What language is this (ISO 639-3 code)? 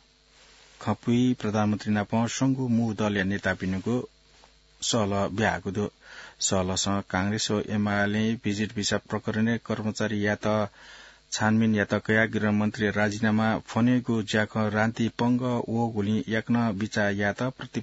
new